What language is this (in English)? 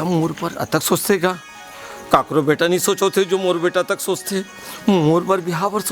Chhattisgarhi